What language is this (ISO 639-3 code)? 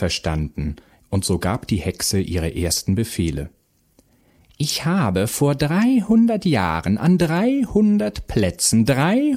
deu